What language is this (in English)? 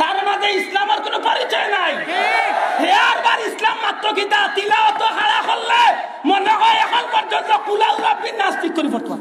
Sylheti